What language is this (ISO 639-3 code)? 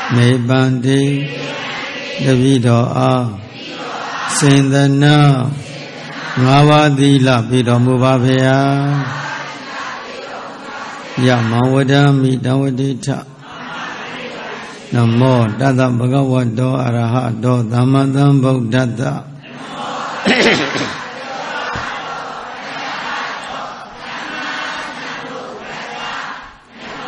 mya